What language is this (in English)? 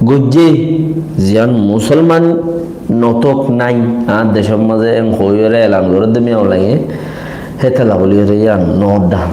Rohingya